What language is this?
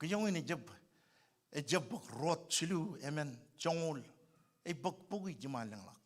Marshallese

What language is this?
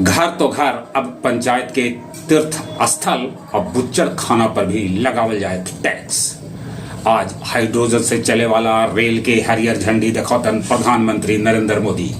Magahi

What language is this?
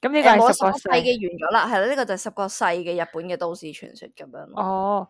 Cantonese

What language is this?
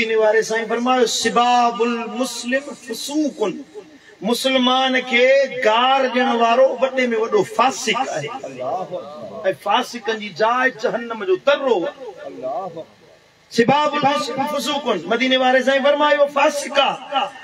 Sindhi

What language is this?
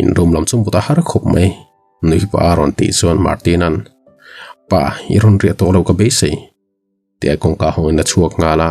Mizo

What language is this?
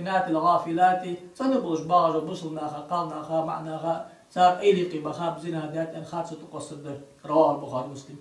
Ingush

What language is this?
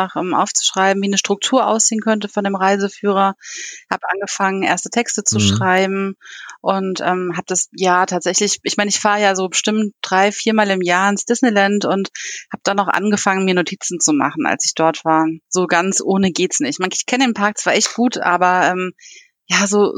German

